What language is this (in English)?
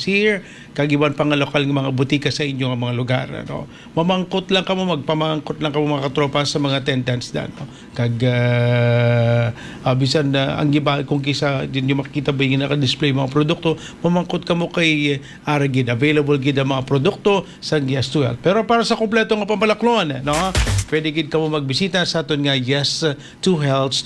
Hiligaynon